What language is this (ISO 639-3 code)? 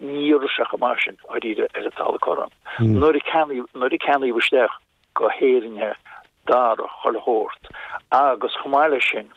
gle